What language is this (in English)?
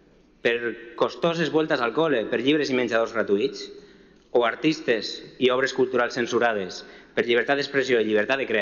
Catalan